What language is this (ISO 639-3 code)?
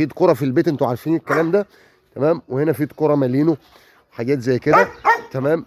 arz